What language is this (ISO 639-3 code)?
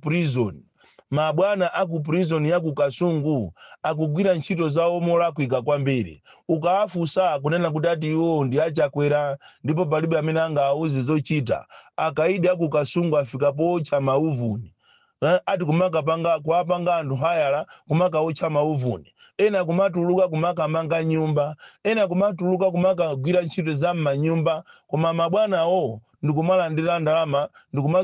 nya